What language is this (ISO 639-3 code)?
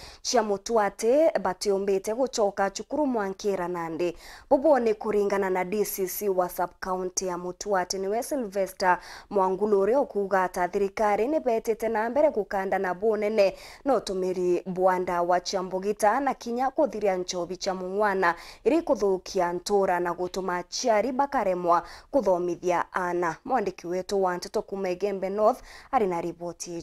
mer